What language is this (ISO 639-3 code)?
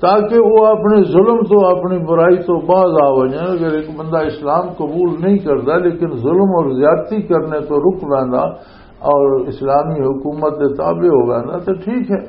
lah